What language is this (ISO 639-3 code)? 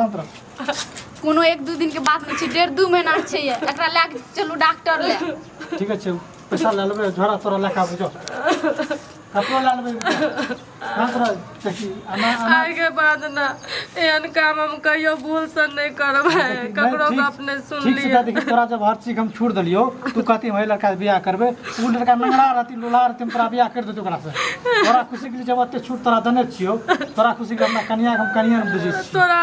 mai